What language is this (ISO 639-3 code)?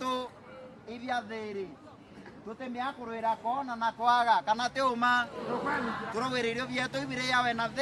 mer